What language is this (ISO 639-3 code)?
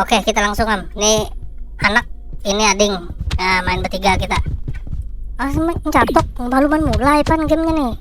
bjn